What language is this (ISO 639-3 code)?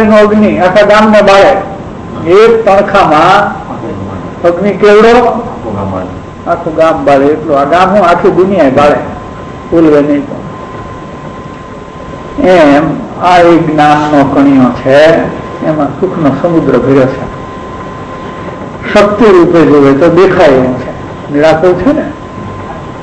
guj